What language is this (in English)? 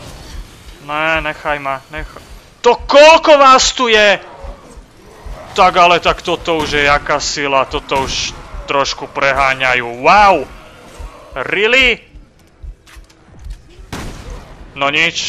Slovak